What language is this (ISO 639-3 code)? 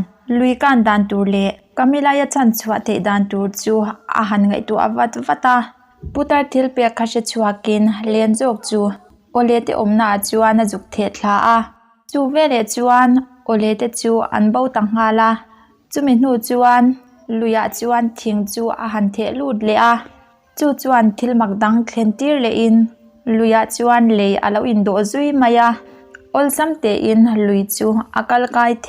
lus